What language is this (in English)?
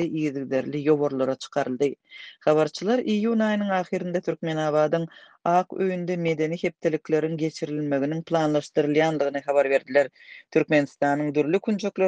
Turkmen